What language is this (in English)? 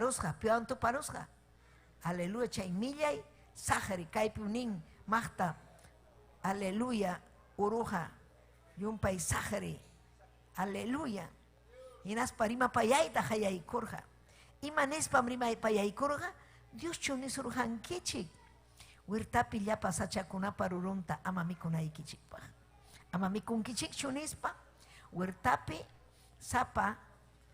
Ayacucho Quechua